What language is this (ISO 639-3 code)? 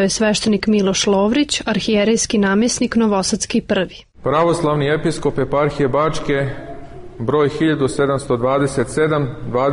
srp